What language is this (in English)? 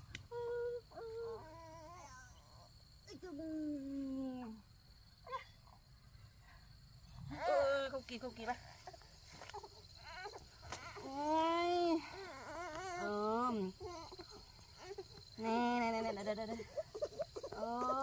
Vietnamese